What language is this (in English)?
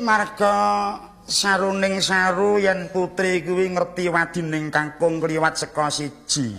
Javanese